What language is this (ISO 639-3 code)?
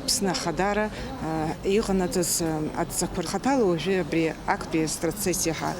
abk